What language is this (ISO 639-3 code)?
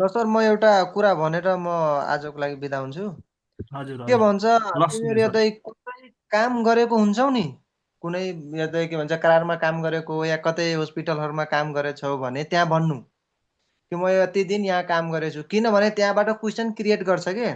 nep